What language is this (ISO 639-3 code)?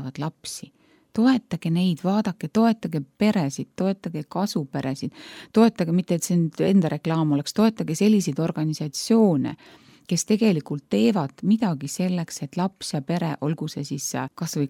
est